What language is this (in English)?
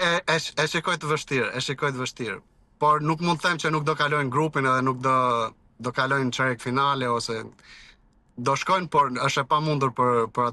Albanian